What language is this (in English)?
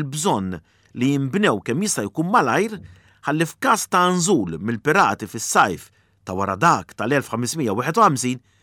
Maltese